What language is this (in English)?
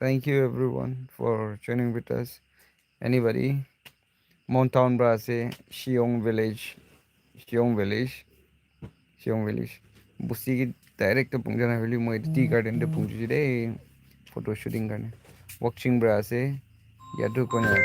Naga Pidgin